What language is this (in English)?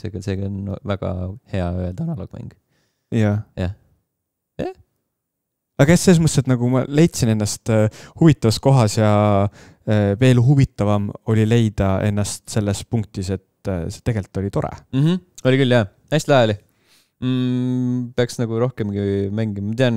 Estonian